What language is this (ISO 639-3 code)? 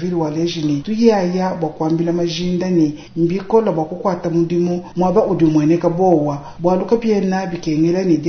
lua